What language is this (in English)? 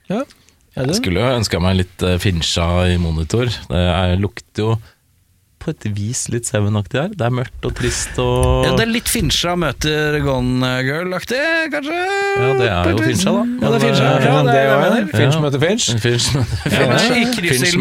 Norwegian